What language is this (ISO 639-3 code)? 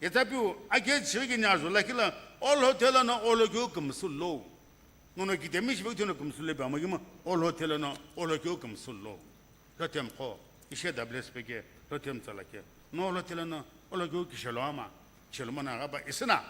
nsm